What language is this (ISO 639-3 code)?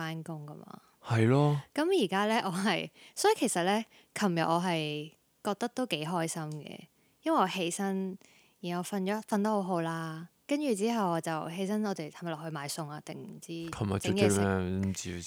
yue